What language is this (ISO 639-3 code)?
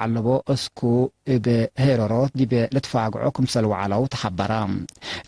tig